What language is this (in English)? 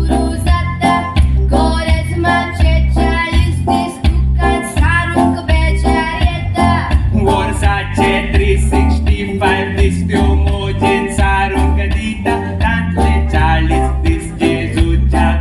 Konkani